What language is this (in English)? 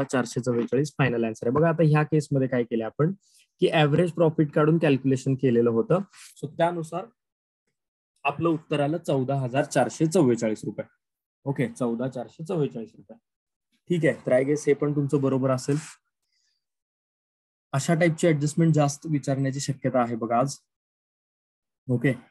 Marathi